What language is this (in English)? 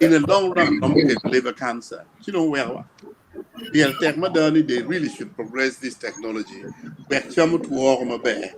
Acoli